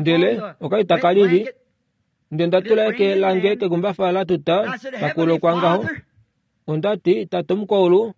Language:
Kuanyama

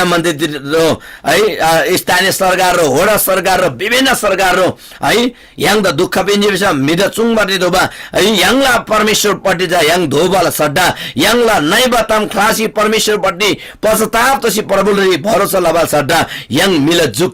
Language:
Eastern Tamang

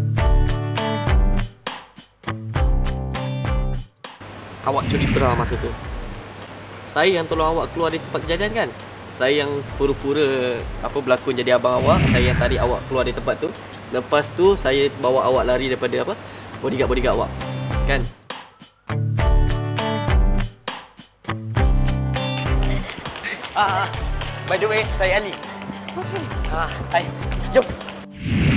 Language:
Malay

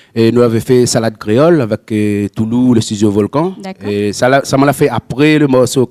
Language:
Réunion Creole French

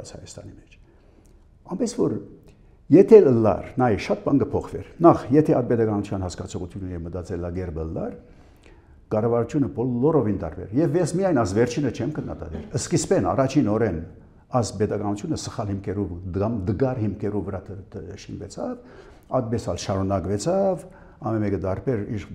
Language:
Armenian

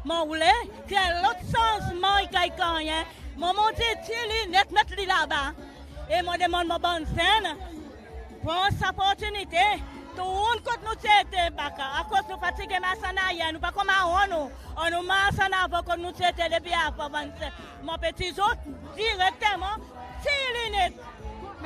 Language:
Seselwa Creole French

